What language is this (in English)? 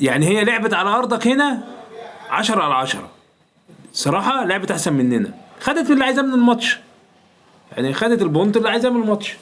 Egyptian Arabic